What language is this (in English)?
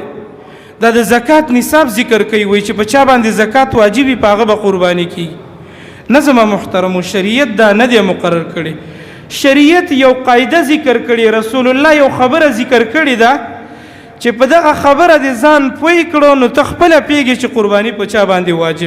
Pashto